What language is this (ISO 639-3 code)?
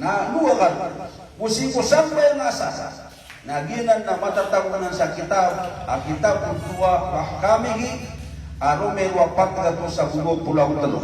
mrw